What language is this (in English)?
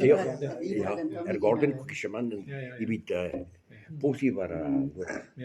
Breton